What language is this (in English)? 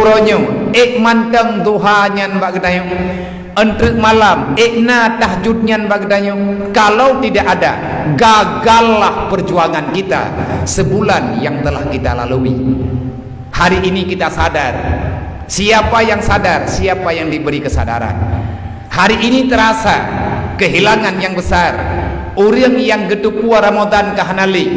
Achinese